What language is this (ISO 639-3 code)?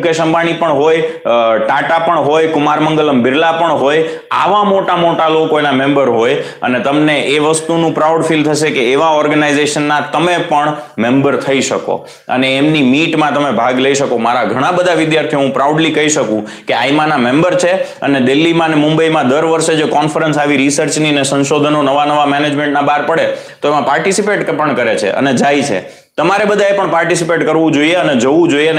guj